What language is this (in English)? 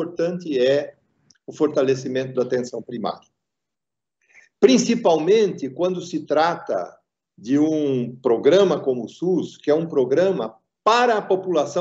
Portuguese